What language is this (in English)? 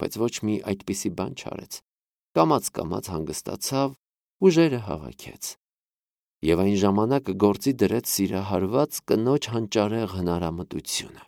Armenian